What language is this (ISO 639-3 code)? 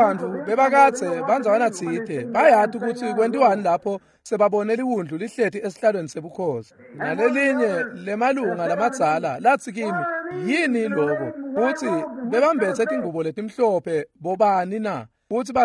ssw